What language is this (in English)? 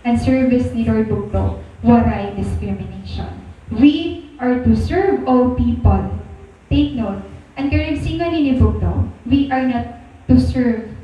Waray